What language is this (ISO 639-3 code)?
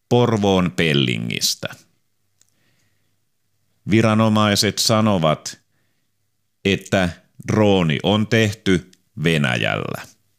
fin